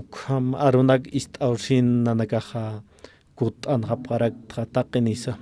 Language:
Aymara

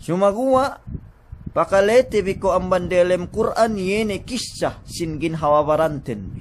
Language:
Yakan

